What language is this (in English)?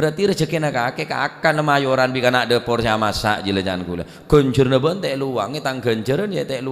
Madurese